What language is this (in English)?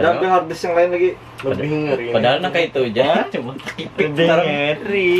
Banjar